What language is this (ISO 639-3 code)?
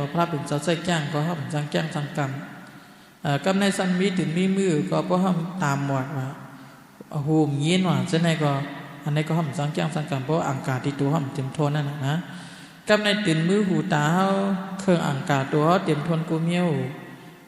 shn